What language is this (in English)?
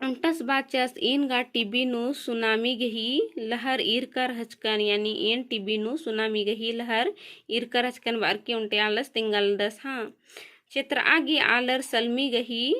Kurukh